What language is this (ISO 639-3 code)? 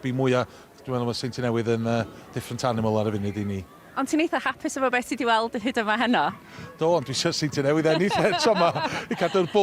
cym